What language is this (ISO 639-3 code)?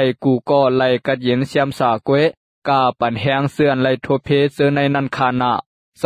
lao